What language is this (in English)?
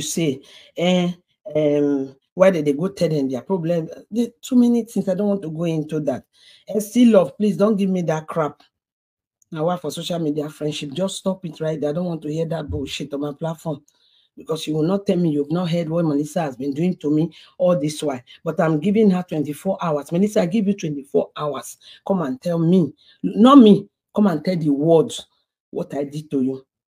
Nigerian Pidgin